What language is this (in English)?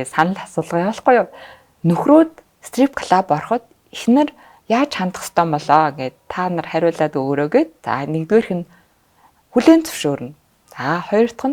Mongolian